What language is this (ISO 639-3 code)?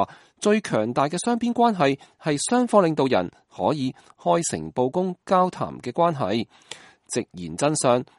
yue